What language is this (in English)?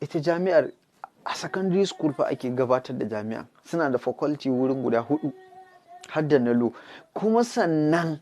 Hausa